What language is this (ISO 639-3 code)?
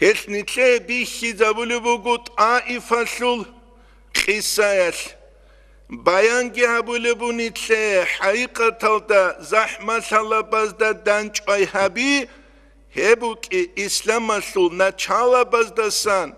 ava